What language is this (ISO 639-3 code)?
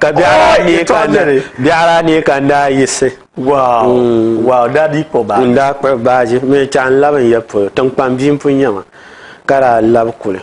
dag